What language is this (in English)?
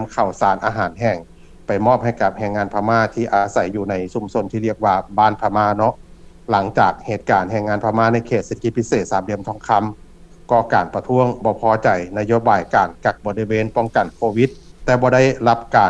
Lao